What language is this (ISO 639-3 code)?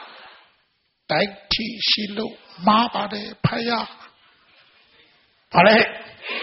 mya